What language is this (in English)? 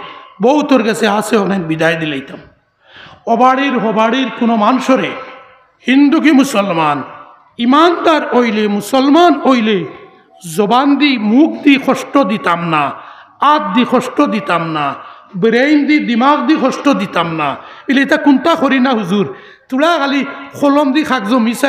Sylheti